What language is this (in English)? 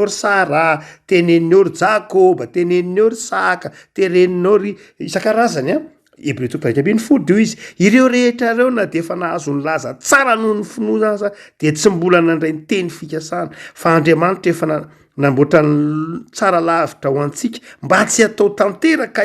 Malagasy